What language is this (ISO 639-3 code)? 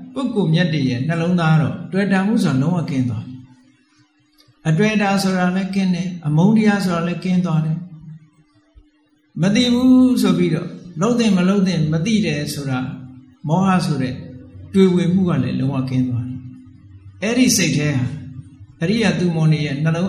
mya